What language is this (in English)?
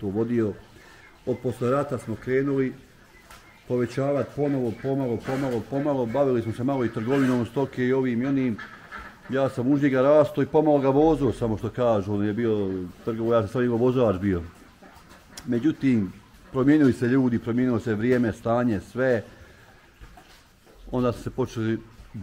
Bosnian